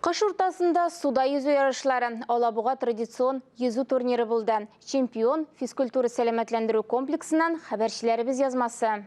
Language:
Tatar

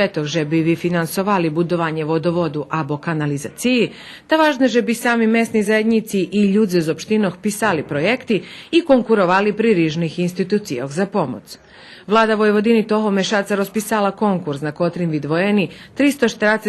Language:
Rusyn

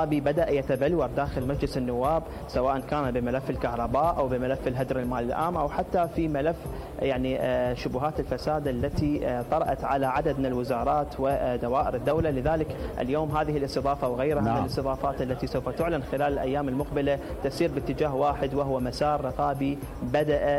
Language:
Mesopotamian Arabic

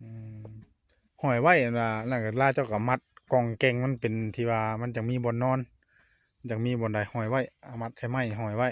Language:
Northeastern Thai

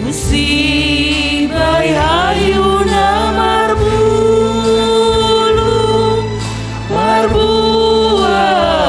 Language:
Batak Simalungun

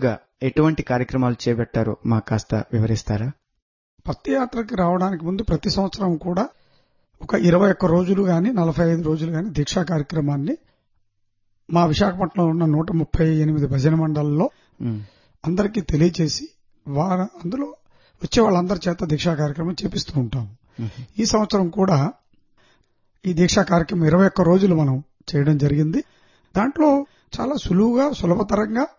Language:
Telugu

